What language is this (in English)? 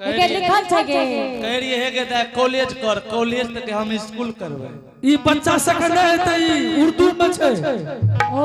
Angika